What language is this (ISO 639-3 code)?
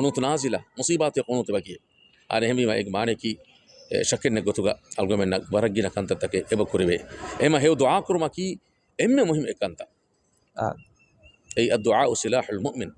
div